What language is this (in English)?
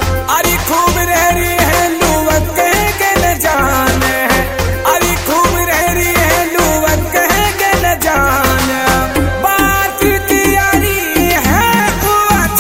Bhojpuri